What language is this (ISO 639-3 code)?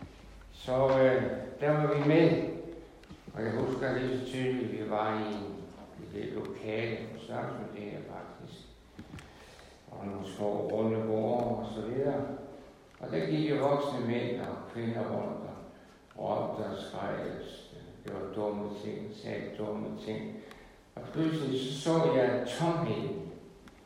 dan